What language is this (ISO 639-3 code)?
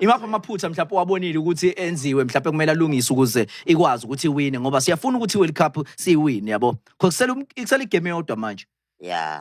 zul